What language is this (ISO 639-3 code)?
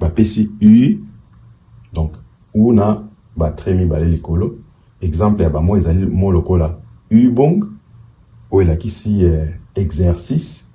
lin